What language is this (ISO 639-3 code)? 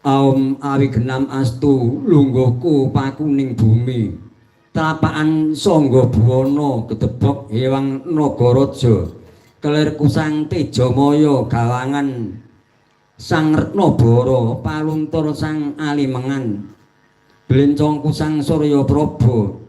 jav